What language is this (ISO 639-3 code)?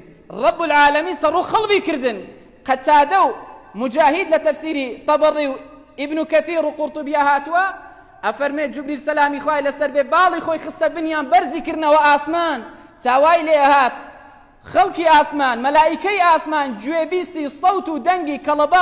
ckb